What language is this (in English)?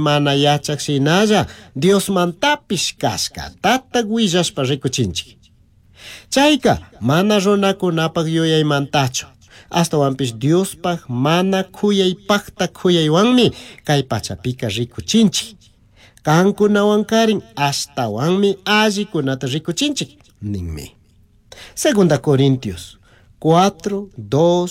Chimborazo Highland Quichua